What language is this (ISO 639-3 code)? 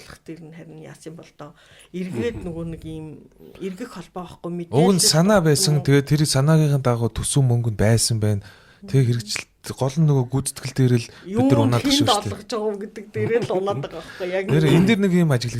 mon